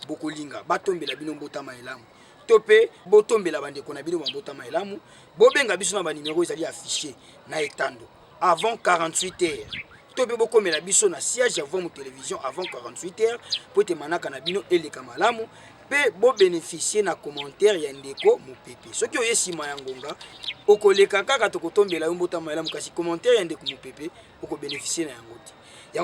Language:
Lingala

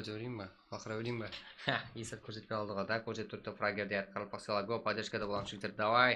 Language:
Kara-Kalpak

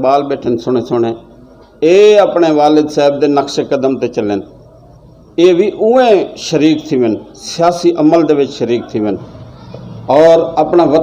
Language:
Saraiki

